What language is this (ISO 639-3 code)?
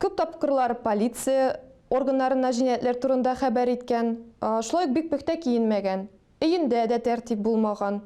tat